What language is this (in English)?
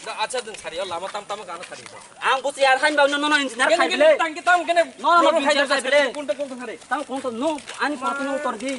Kok Borok